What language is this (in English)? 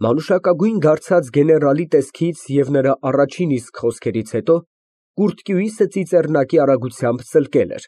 Armenian